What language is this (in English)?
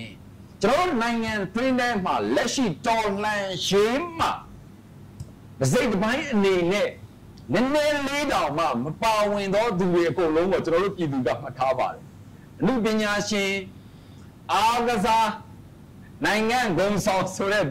Burmese